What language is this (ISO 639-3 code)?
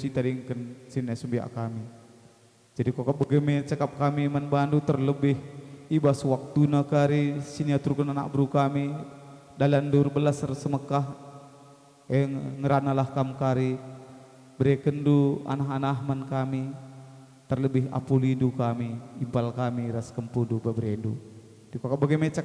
btx